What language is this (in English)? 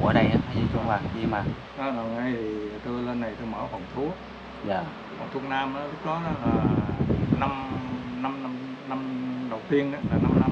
Vietnamese